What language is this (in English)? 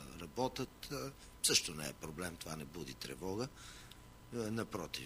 Bulgarian